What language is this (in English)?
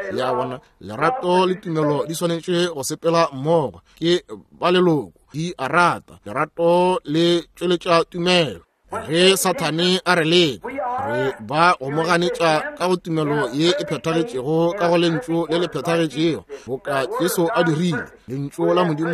Northern Sotho